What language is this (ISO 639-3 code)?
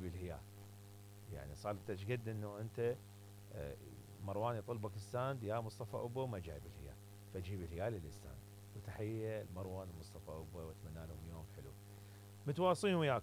acm